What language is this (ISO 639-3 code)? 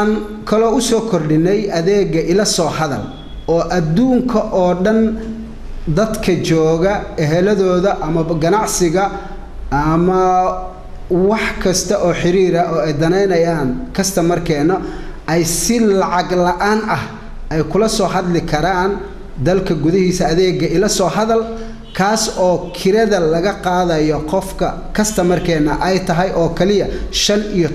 som